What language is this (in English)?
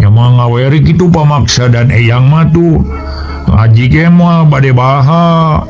Sundanese